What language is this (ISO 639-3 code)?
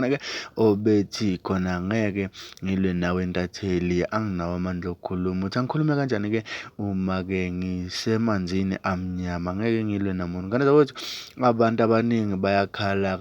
zul